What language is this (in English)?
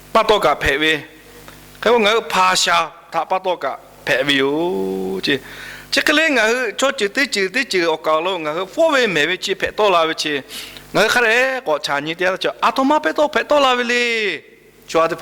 Lahu